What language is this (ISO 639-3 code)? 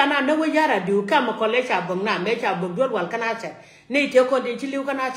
nus